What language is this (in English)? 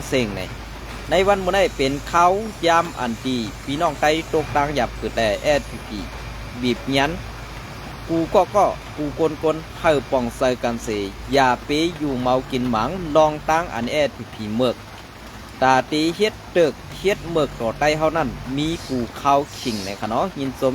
Shan